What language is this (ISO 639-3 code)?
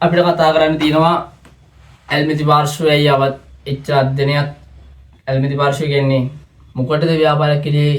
sin